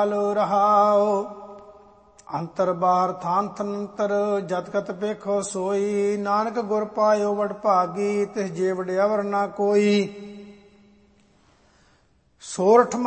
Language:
Punjabi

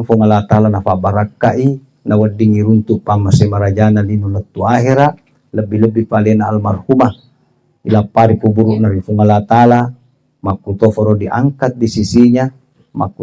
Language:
Buginese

